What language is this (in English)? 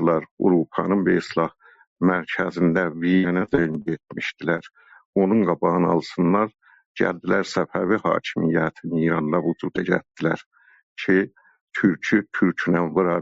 South Azerbaijani